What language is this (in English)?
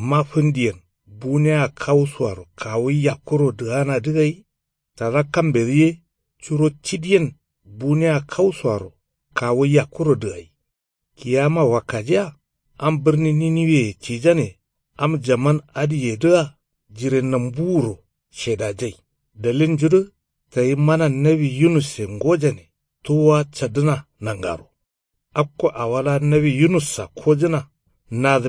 Kanuri